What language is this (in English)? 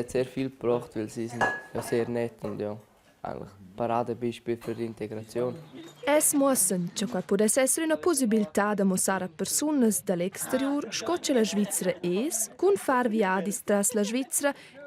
Romansh